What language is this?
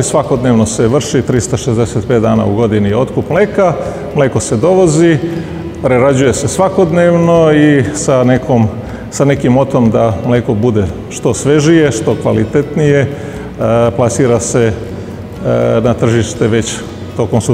Serbian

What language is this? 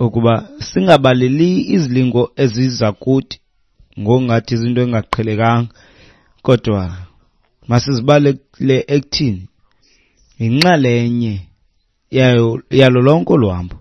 Xhosa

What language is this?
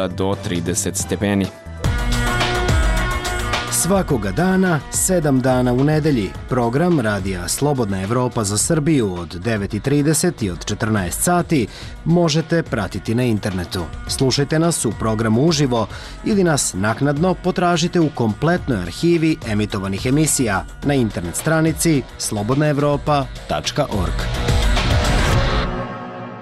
Serbian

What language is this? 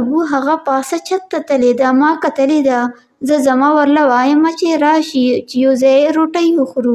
Pashto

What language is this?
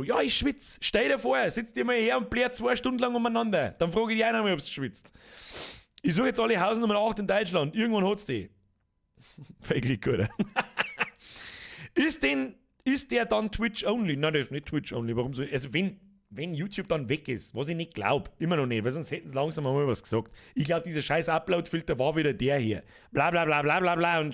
Bavarian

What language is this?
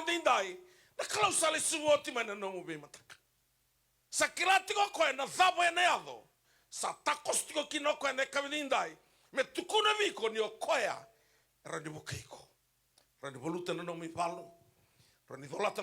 Fijian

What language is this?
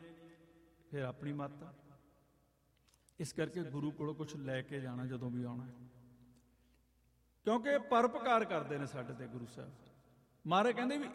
Punjabi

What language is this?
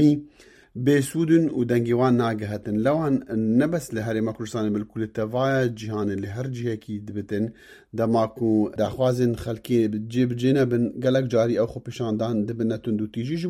Kurdish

